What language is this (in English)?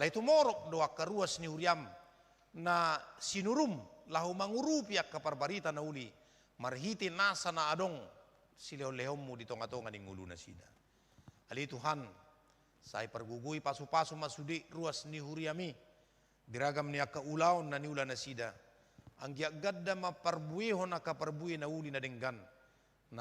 Batak Toba